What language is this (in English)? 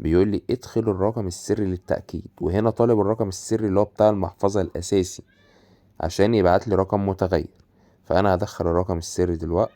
Egyptian Arabic